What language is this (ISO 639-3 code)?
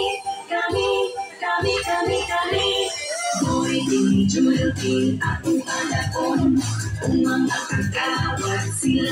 ceb